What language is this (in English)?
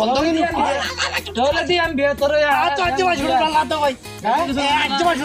Rohingya